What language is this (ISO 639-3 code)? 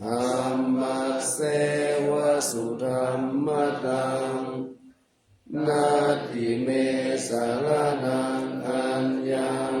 pli